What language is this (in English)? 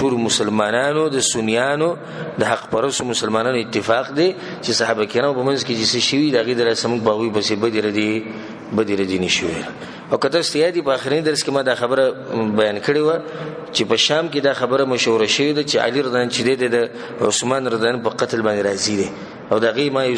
Pashto